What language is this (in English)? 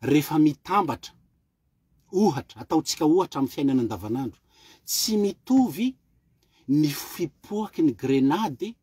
Malagasy